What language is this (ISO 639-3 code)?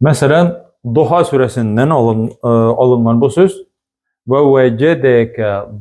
tat